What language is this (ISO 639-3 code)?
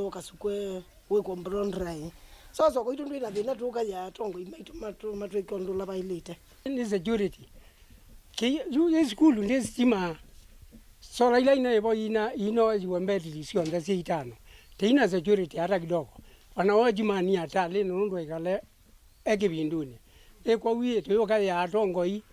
kam